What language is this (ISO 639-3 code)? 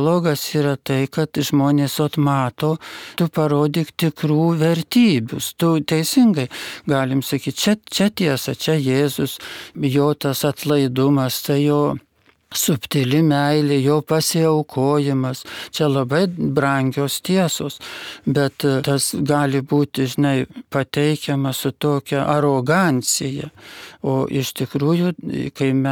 lit